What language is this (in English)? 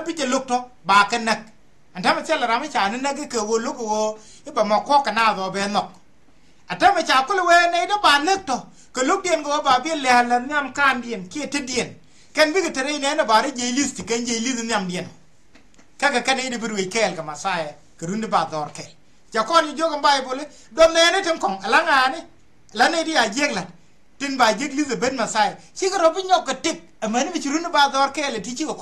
Nuer